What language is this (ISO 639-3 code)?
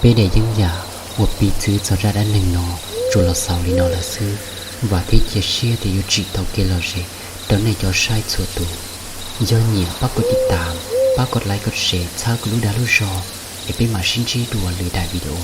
hmn